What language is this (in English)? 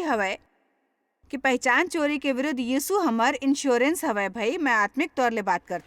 Chhattisgarhi